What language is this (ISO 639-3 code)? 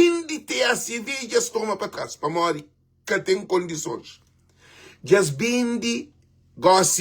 kea